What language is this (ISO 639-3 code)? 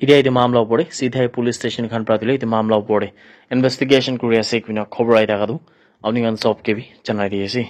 nag